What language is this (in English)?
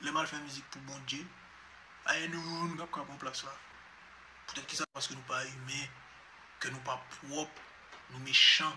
Haitian Creole